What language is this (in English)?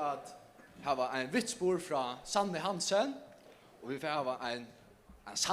Faroese